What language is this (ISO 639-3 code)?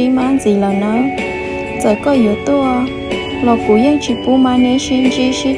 hmn